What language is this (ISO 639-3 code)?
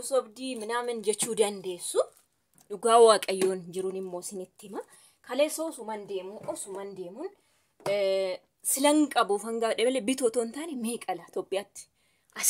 orm